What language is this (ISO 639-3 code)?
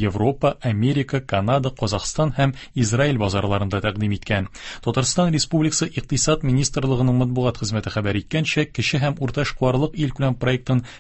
tat